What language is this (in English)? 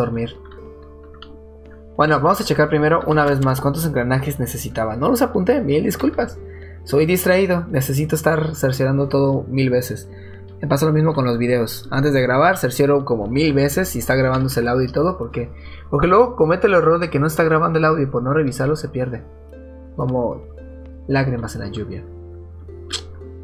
Spanish